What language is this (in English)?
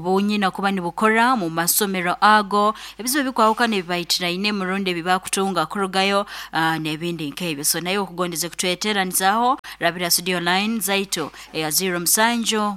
Nyoro